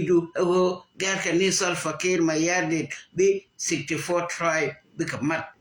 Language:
Nuer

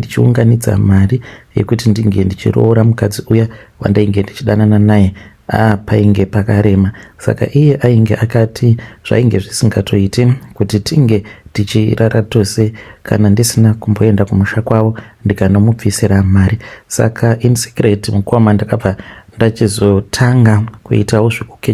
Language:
Shona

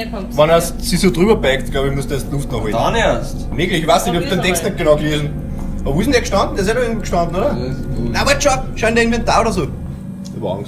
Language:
Bavarian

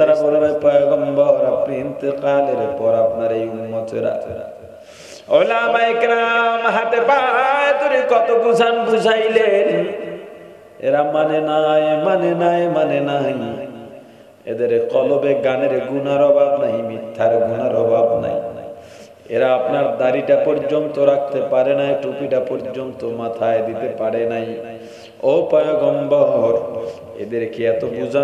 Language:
Bangla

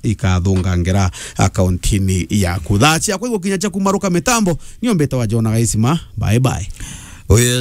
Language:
Meru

